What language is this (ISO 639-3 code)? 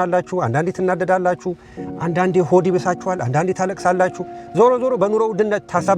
amh